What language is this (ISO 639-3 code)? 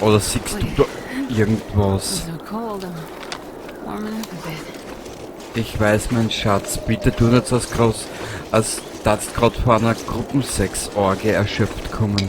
bar